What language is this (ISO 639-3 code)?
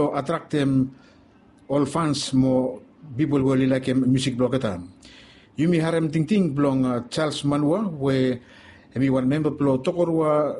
bis